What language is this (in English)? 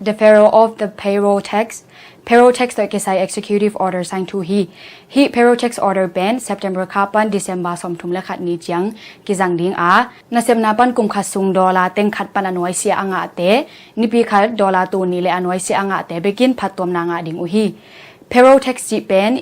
Tedim Chin